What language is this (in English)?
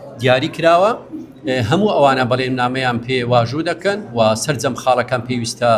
Central Kurdish